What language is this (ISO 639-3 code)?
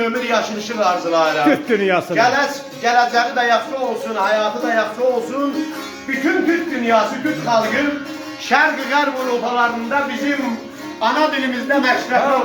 azb